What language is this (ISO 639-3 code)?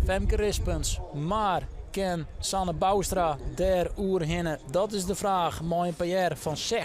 fry